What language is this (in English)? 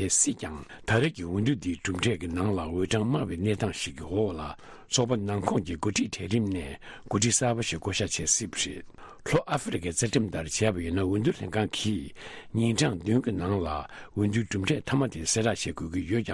Tibetan